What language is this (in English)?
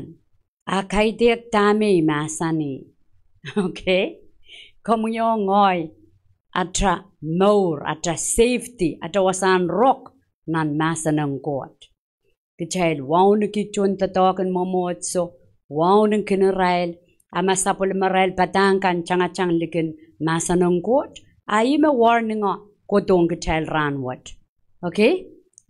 Pohnpeian